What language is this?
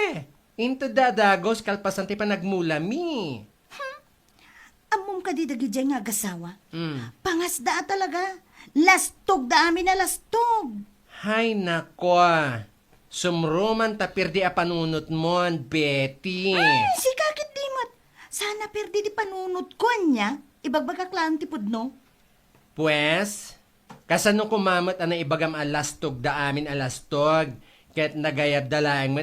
Iloko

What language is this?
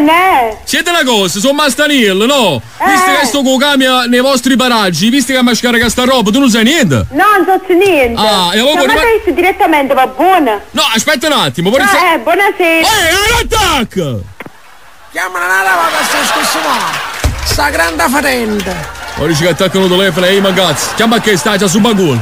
Neapolitan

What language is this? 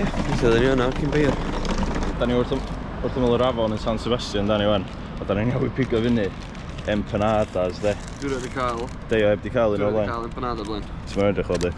Welsh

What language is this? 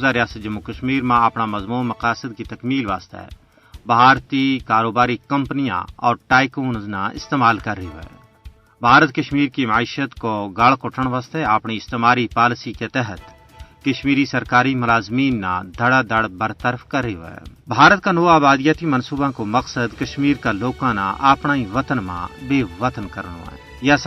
Gujari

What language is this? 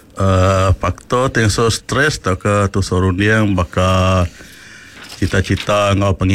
Iban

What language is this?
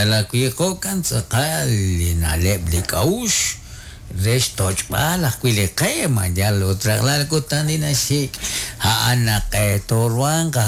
Kekchí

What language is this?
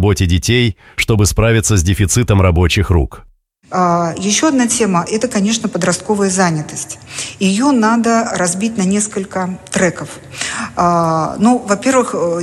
Russian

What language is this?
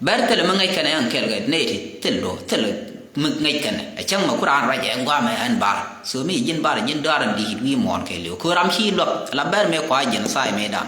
Nuer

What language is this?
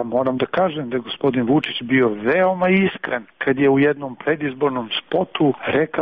Serbian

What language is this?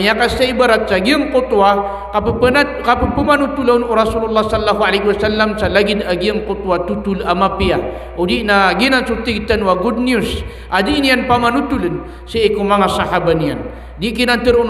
Maranao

